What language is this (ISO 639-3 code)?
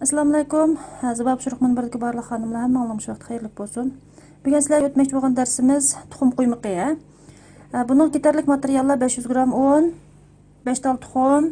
uig